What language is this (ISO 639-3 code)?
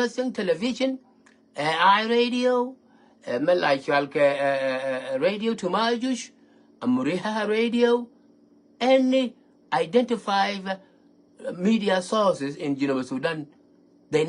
nus